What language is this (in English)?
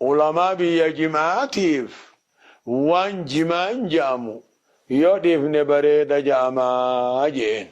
Oromo